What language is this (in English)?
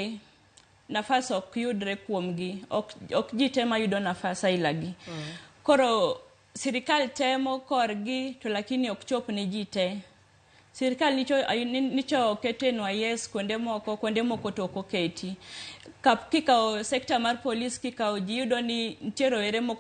Luo (Kenya and Tanzania)